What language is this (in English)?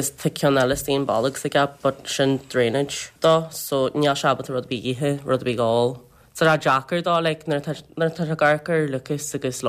Irish